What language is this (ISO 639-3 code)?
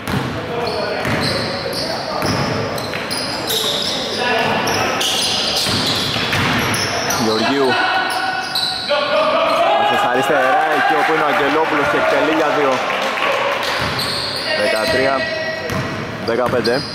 ell